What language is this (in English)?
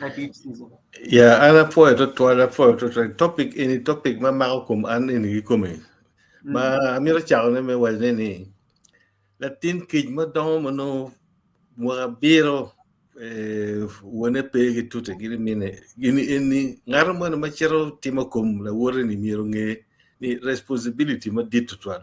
Acoli